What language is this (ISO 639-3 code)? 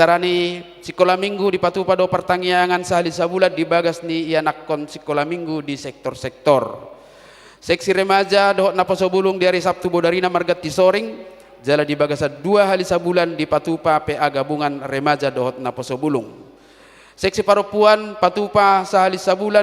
bbc